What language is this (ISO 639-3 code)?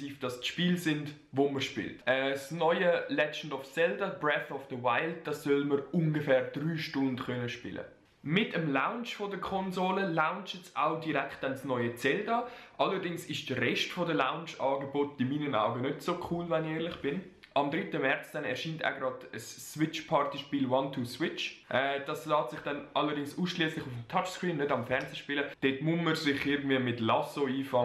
gsw